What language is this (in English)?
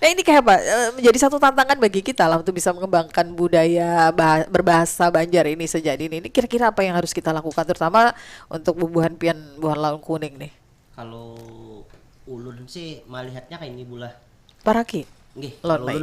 Banjar